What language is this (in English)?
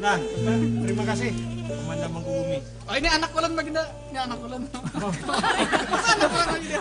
Banjar